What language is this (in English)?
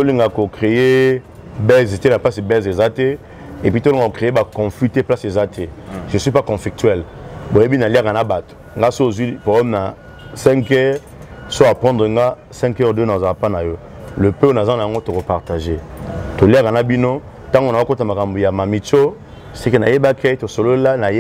Lingala